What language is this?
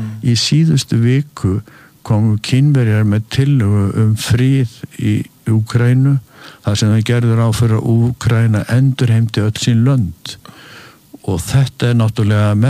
Icelandic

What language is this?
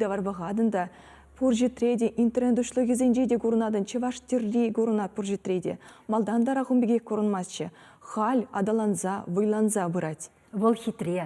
Chuvash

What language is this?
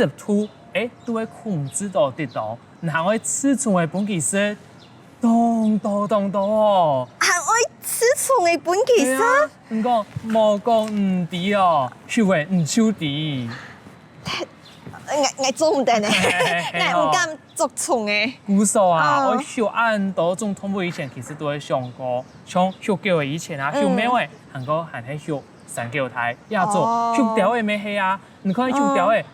Hakka Chinese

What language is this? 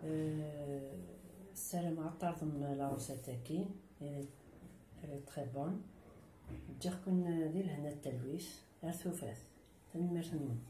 Kabyle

